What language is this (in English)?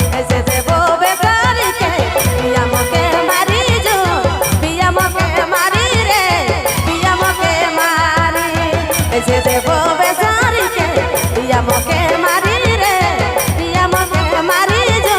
Sadri